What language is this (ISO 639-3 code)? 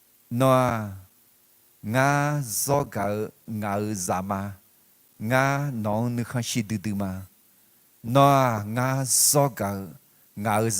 ahk